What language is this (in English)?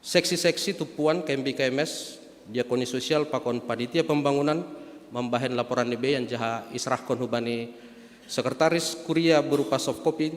Batak Simalungun